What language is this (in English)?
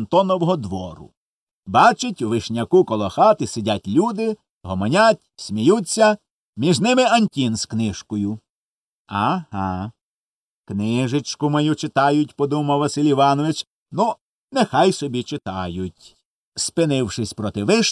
Ukrainian